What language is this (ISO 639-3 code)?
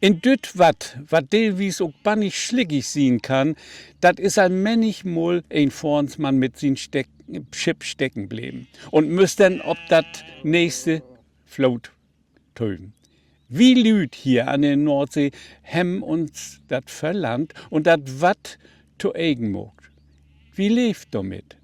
nds